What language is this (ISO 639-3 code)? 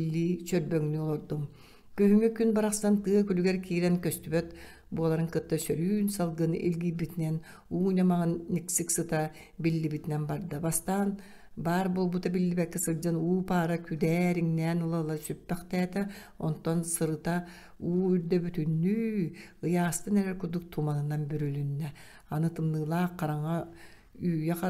sah